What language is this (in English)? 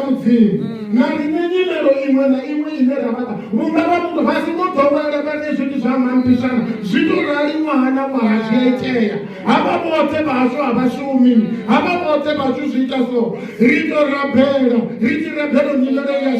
Venda